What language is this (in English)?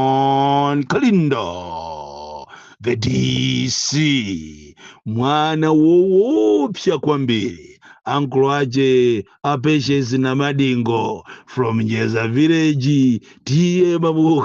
Nyanja